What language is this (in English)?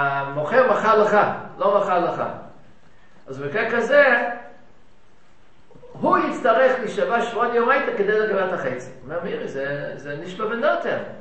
Hebrew